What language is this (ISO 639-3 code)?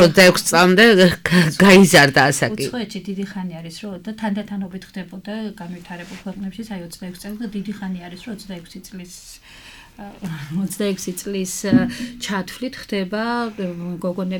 kat